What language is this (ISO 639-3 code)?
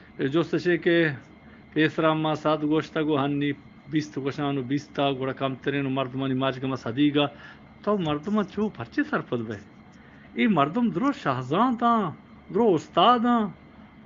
bgp